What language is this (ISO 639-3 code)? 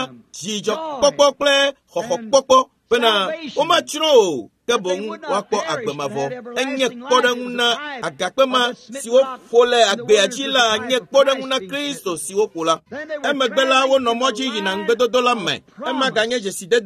ewe